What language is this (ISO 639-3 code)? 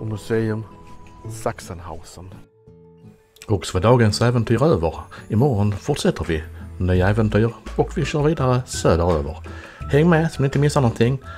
swe